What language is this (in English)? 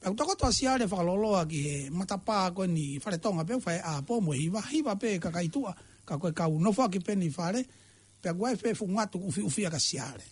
Tongan